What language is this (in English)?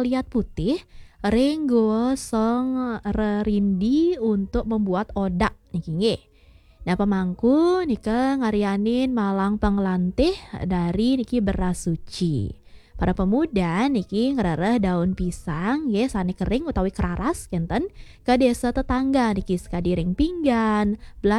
Balinese